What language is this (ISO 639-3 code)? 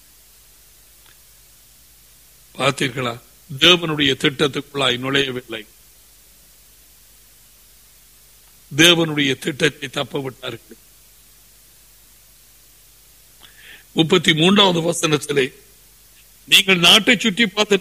tam